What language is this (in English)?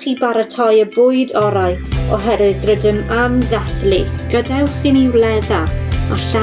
Welsh